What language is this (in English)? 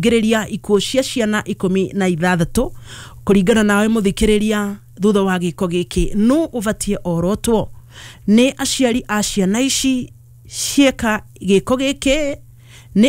Kikuyu